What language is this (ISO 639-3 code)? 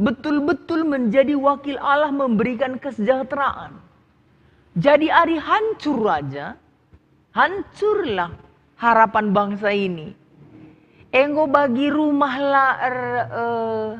btx